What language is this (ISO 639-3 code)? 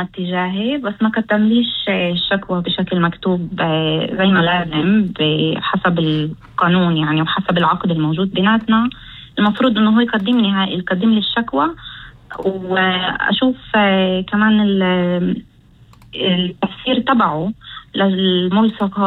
apc